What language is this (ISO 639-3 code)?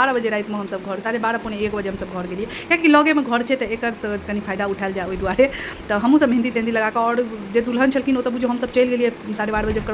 mai